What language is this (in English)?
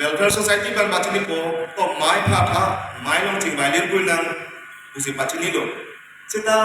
Karbi